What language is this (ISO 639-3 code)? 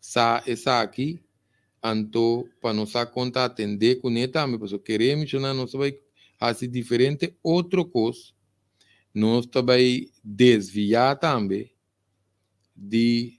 pap